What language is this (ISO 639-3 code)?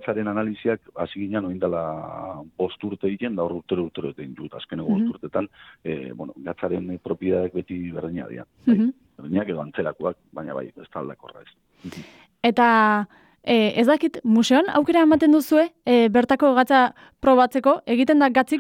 eus